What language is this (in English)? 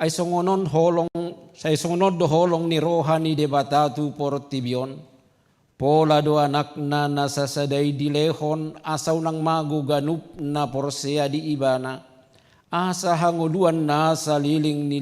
Batak Toba